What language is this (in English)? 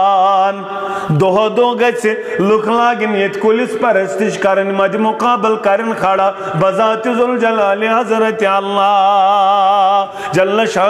Kashmiri